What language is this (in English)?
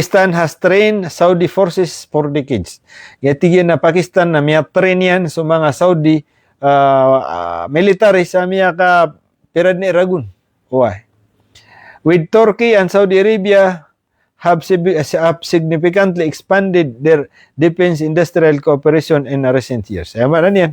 Maranao